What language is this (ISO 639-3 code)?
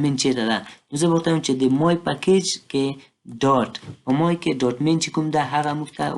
pus